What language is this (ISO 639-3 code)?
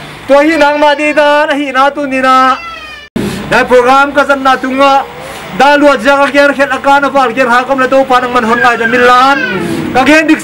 pck